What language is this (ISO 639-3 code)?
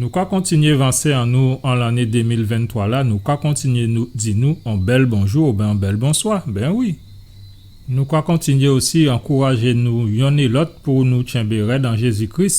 gcf